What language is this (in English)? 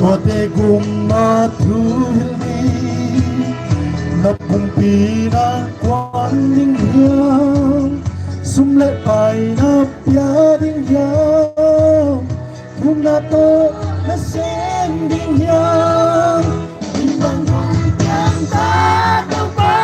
Paite Chin